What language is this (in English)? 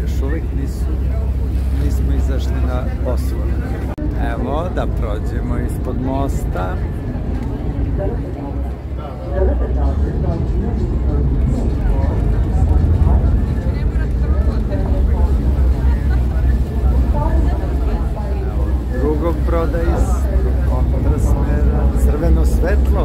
Serbian